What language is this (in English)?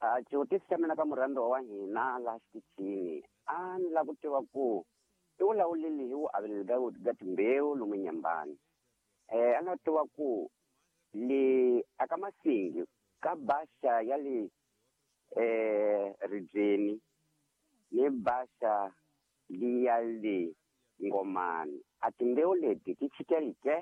Tsonga